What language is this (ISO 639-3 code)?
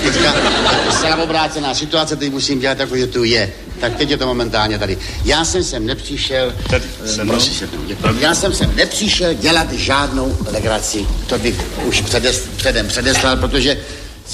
ces